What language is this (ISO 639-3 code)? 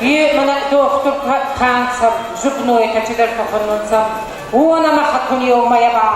oss